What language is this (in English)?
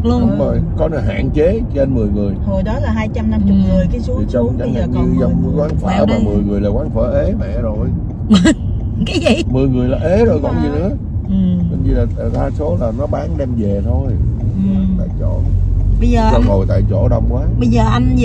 Vietnamese